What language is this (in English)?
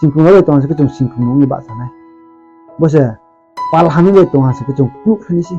Riang (India)